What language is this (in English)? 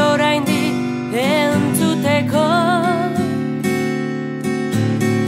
Basque